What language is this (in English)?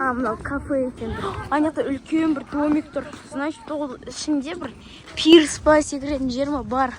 Kazakh